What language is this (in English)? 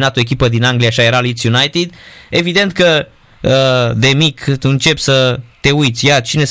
Romanian